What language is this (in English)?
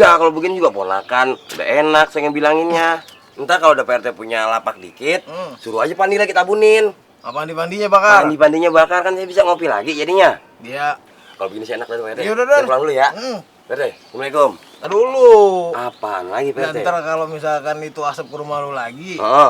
Betawi